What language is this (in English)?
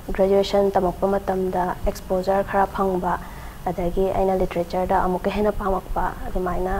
Manipuri